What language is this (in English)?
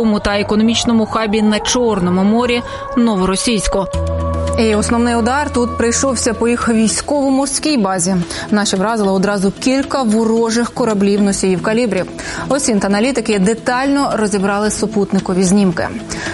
Ukrainian